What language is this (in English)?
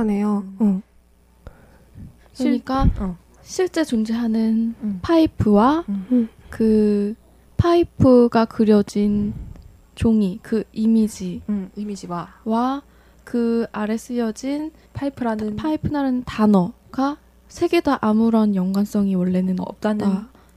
Korean